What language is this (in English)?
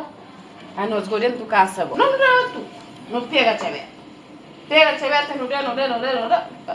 Kabuverdianu